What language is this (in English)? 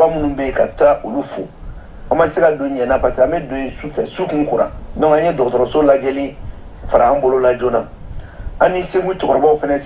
Bambara